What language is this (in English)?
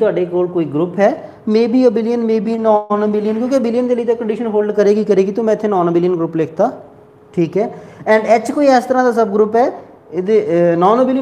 Punjabi